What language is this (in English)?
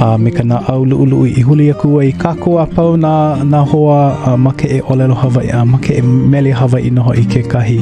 Hawaiian